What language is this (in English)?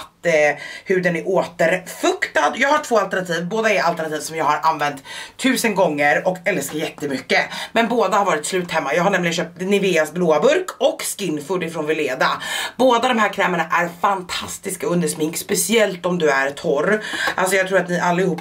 Swedish